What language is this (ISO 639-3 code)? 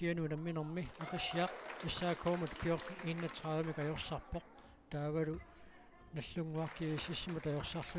kal